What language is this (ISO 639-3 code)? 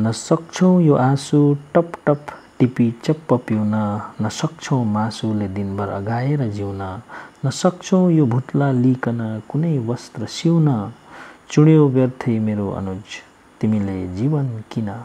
nep